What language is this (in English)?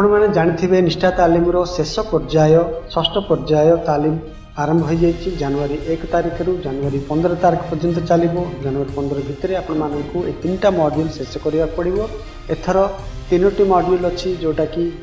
Odia